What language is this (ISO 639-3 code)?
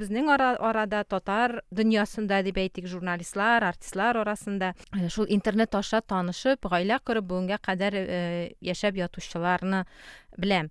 tat